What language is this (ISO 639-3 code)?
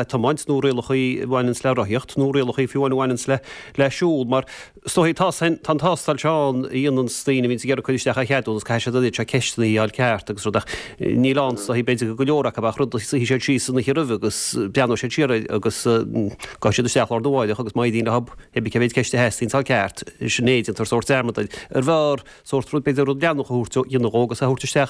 gle